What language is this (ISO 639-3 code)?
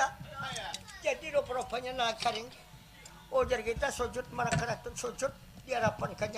bjn